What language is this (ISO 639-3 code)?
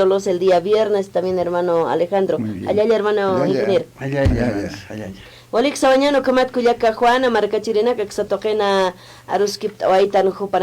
aym